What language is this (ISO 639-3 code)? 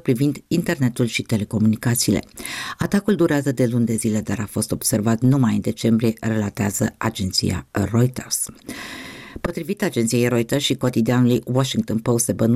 ron